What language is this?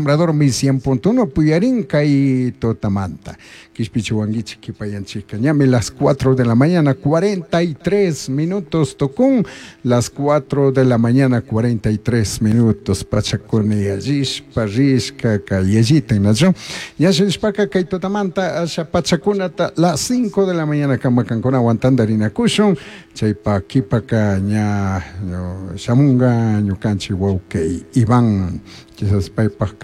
Chimborazo Highland Quichua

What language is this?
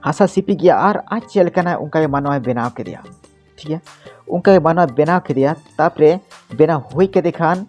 Santali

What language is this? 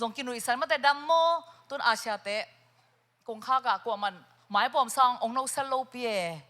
Tedim Chin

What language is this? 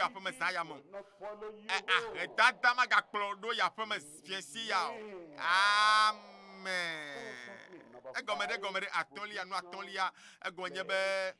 Ewe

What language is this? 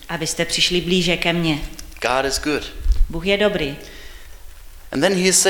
Czech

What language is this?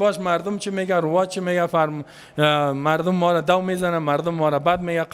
Persian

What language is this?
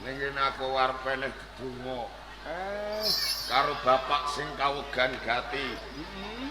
Javanese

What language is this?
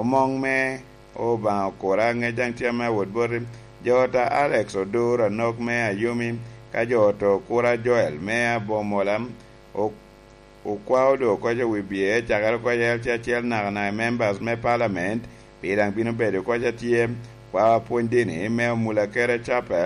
Lango (Uganda)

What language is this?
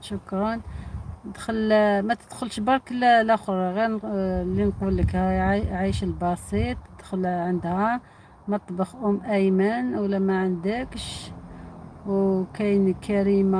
Algerian Arabic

